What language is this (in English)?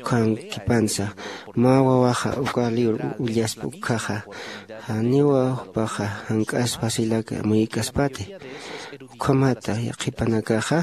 Aymara